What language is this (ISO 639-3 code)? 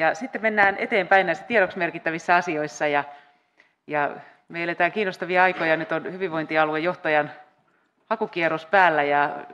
fin